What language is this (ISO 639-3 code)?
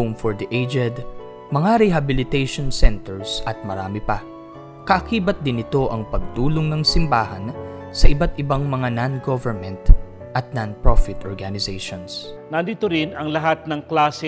fil